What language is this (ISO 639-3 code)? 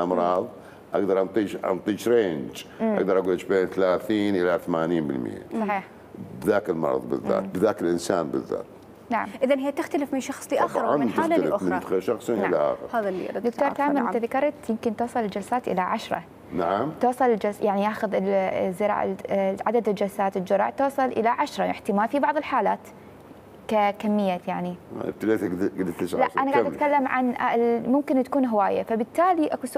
acm